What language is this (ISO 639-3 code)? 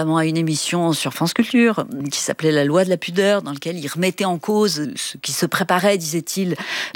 fra